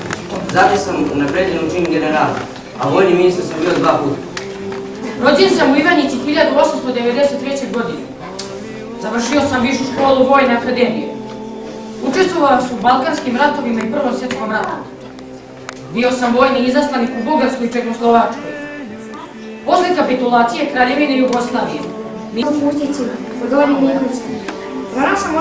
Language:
Serbian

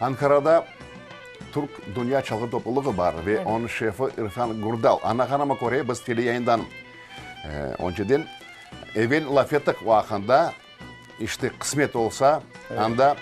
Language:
Crimean Tatar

